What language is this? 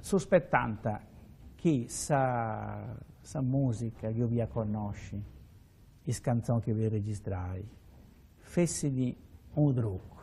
Sardinian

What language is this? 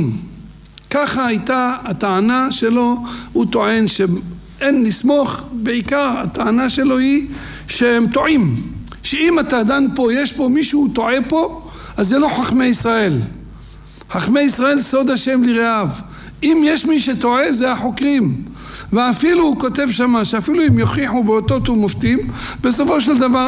Hebrew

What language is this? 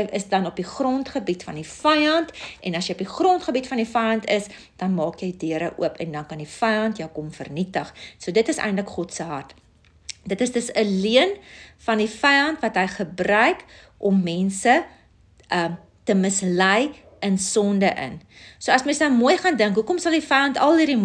Afrikaans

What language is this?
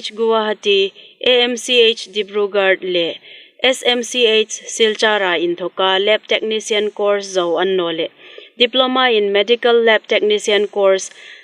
Hmar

